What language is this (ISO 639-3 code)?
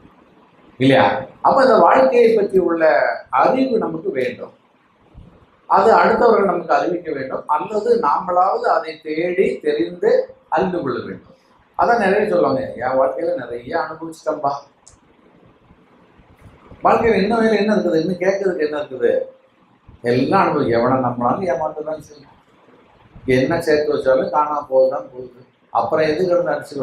tam